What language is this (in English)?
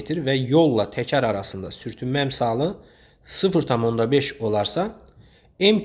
Azerbaijani